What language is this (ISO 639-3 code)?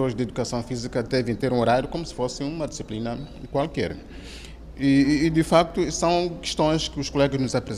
por